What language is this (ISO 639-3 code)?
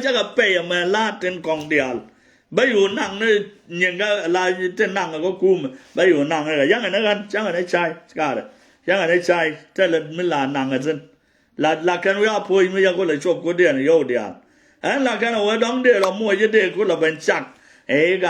nus